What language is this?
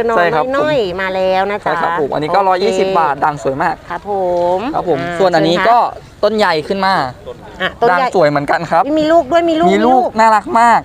Thai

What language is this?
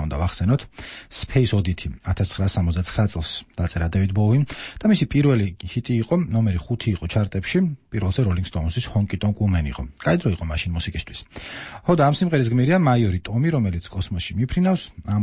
Georgian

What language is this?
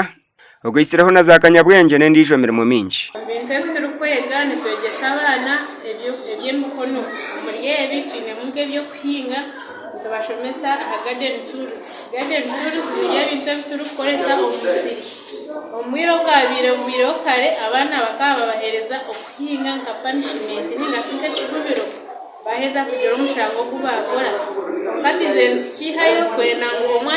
Nyankole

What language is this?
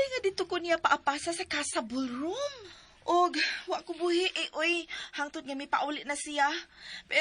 Cebuano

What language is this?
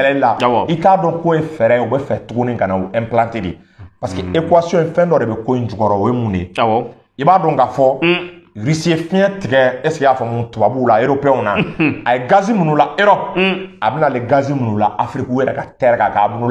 Bambara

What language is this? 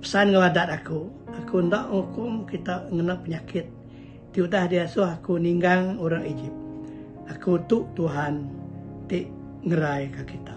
Iban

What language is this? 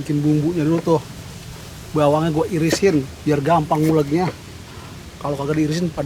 Betawi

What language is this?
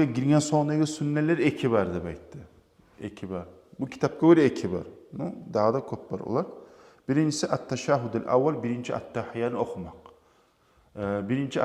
Kumyk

